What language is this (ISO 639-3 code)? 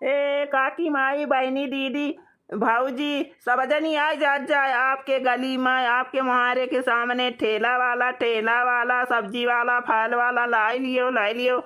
awa